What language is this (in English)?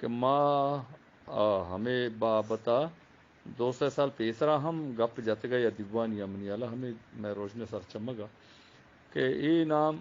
Eastern Balochi